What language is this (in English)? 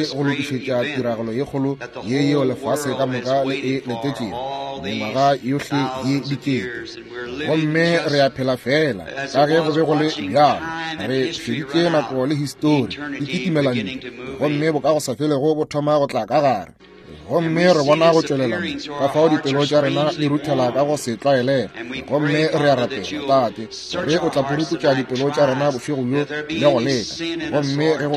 Northern Sotho